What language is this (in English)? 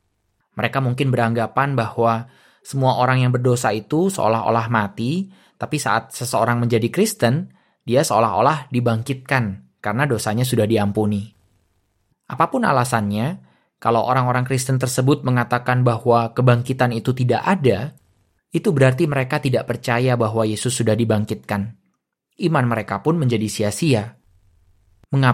Indonesian